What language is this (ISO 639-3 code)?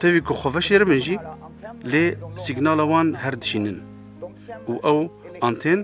kur